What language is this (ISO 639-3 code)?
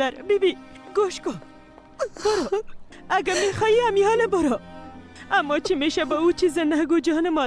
fas